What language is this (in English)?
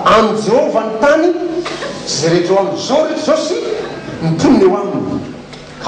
Malagasy